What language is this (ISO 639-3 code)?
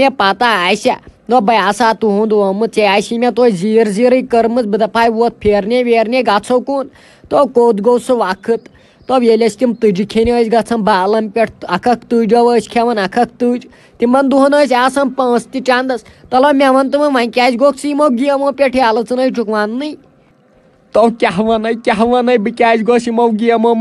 kas